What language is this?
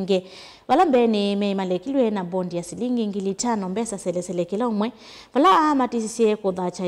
Kamba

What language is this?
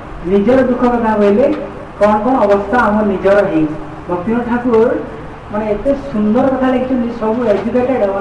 Odia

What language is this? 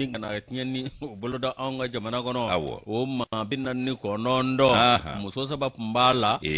Bambara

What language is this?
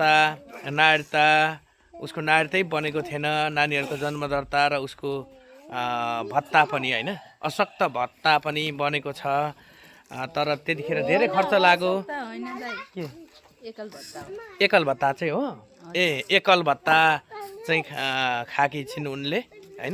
Nepali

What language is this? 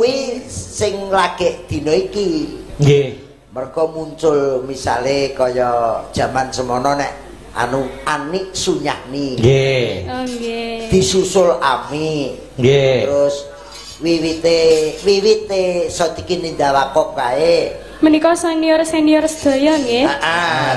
Javanese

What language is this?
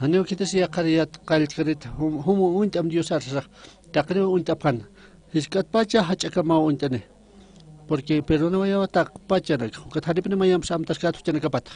Aymara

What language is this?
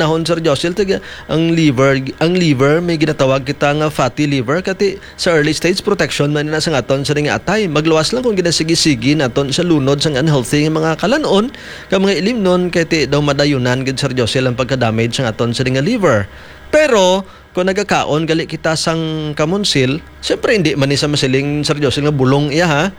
Hiligaynon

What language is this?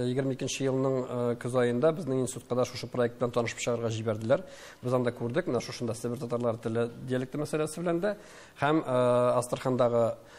Tatar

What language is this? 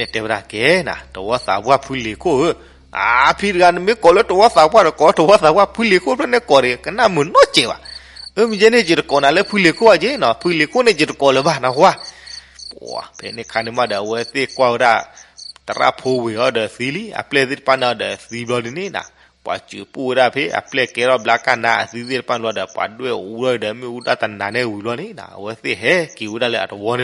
S'gaw Karen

